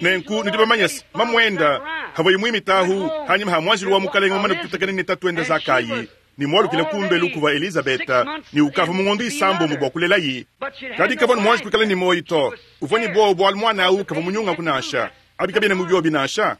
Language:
Luba-Lulua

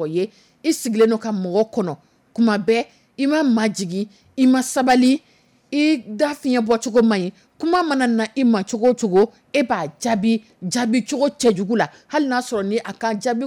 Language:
Dyula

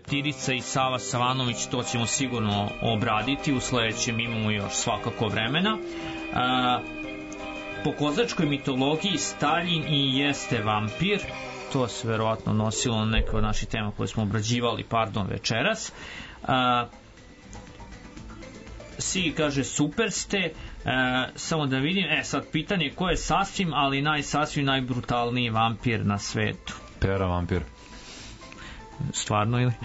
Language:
Serbian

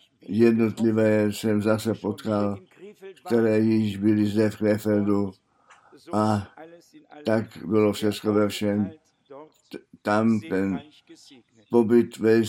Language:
Czech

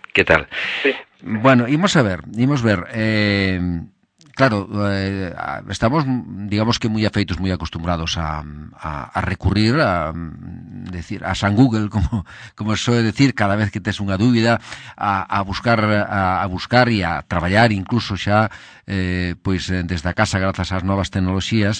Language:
Galician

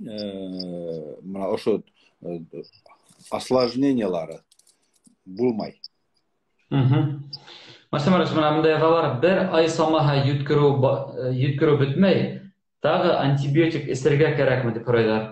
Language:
Bashkir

